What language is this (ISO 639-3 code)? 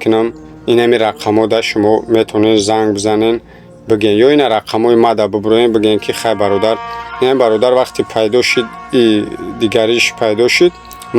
tgk